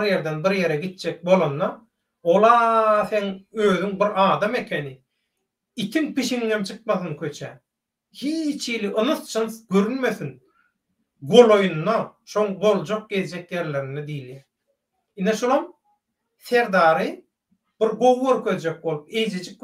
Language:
Turkmen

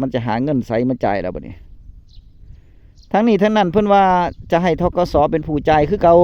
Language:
Northeastern Thai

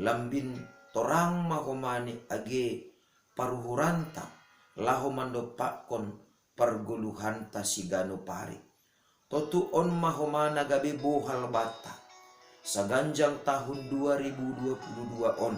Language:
Batak Simalungun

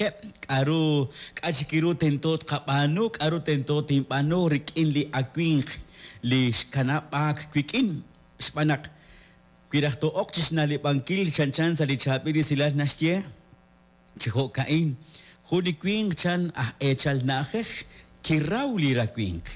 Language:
Kekchí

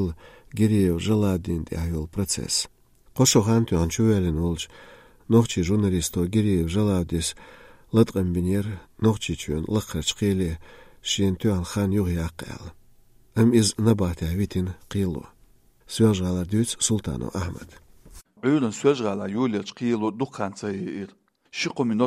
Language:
Chechen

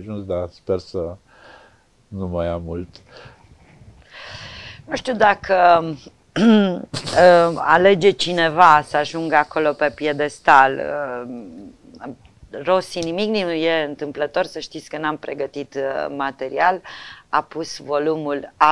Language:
Romanian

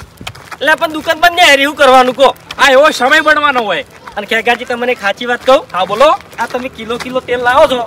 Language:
Gujarati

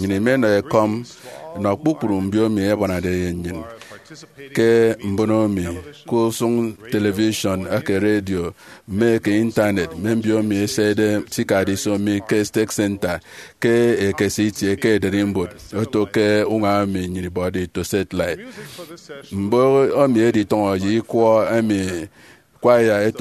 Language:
Efik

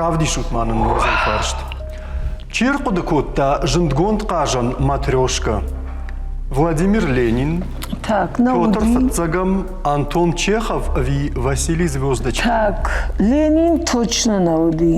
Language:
Ossetic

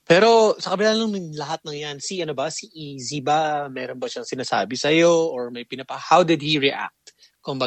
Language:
Filipino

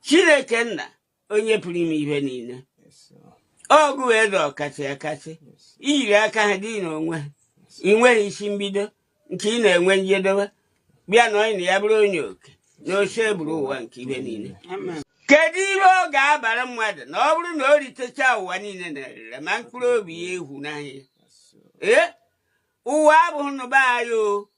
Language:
Igbo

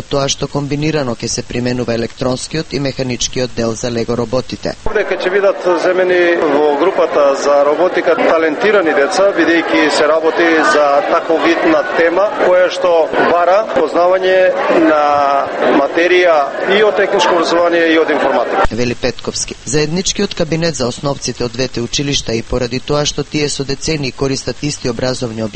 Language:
Macedonian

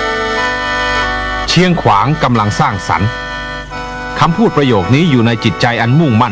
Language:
Lao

